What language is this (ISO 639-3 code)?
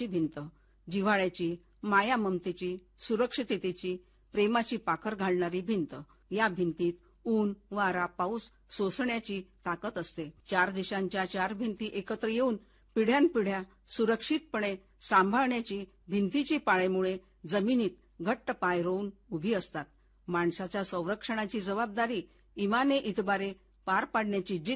mar